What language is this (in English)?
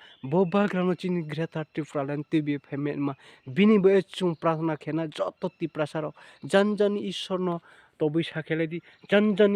Riang (India)